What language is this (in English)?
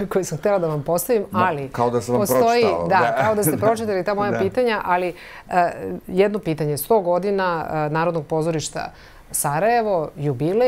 Bosnian